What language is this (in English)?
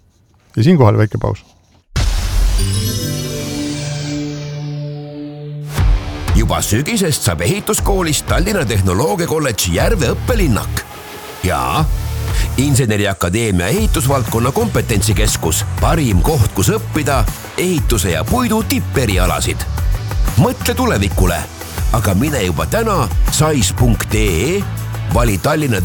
Estonian